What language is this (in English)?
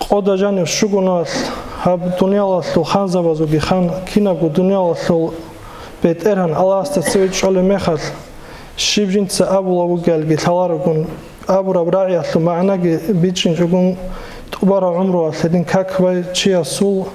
Avaric